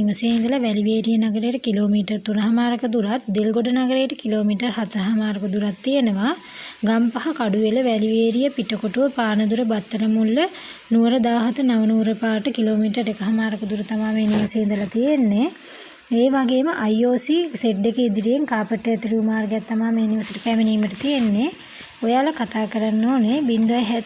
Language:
Sinhala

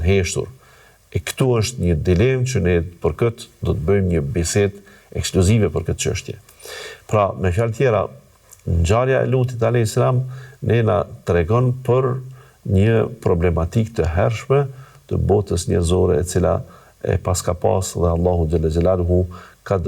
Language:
Albanian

